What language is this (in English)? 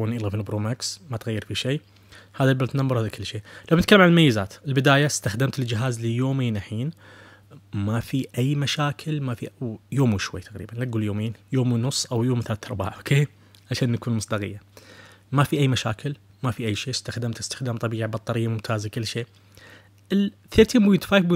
Najdi Arabic